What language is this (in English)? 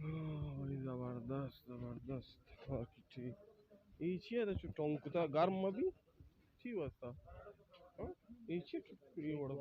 Baluchi